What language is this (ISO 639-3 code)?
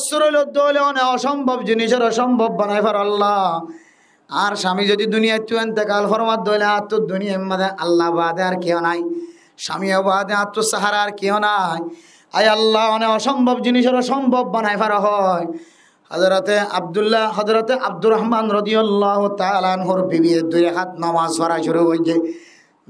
rhg